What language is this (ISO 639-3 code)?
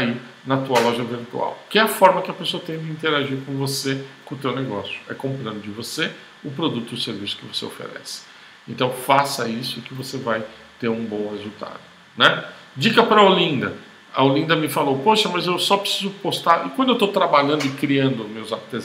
por